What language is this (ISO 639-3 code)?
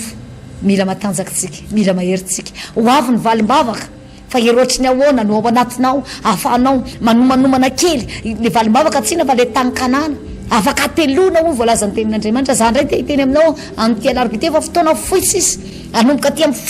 mlg